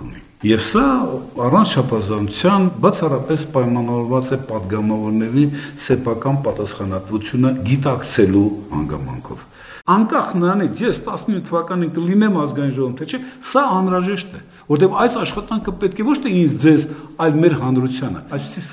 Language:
Armenian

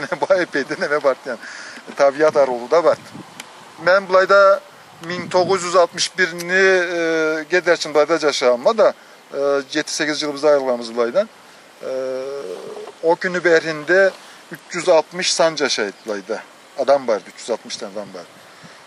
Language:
Karachay-Balkar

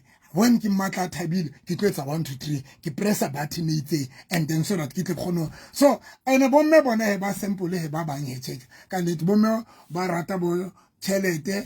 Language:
Southern Sotho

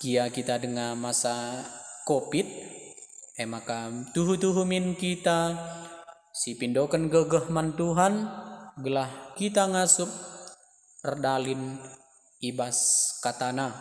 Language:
Batak Karo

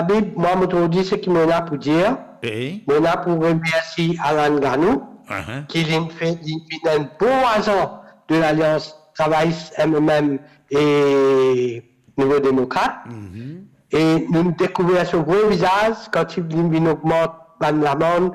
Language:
Morisyen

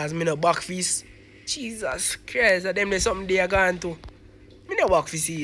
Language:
Jamaican Creole English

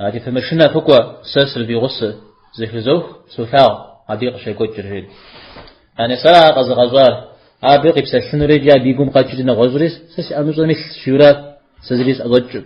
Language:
Kabardian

